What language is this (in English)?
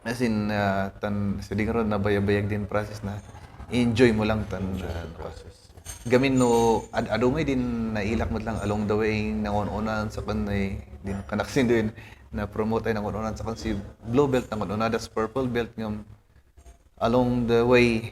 Kankanaey